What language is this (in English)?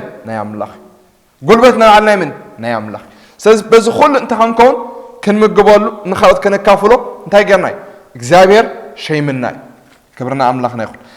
Tigrinya